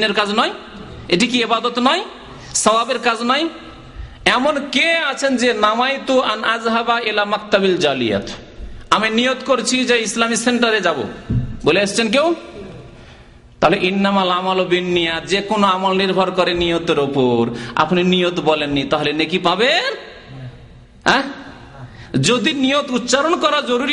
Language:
Bangla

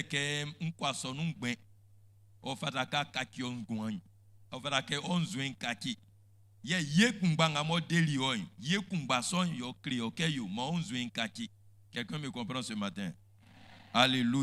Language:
Baoulé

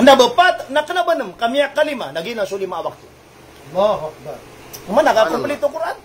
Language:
Maranao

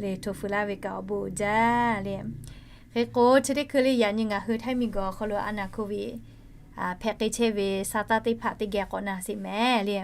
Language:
Lahu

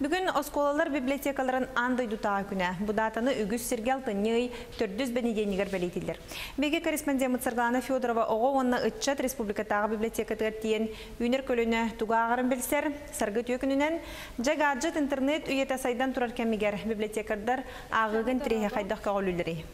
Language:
Yakut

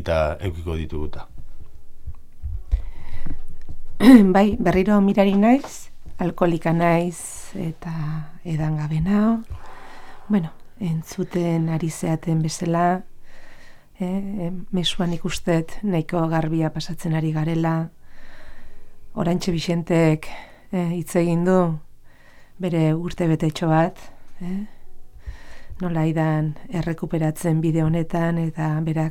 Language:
Basque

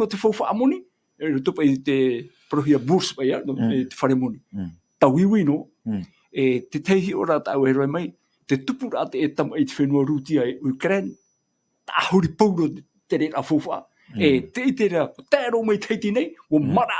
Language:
Tahitian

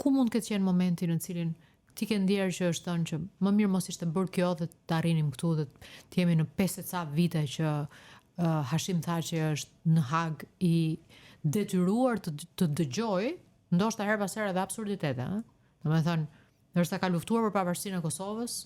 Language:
Albanian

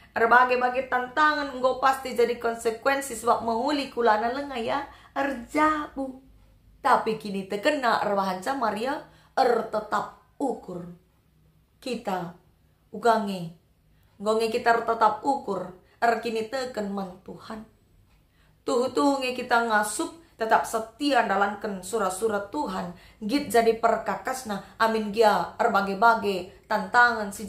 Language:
Batak Karo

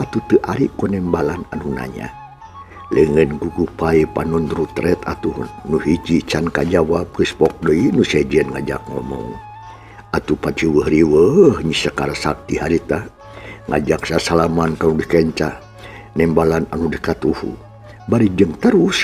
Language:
Sundanese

